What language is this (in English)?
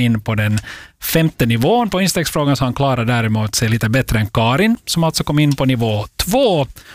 Swedish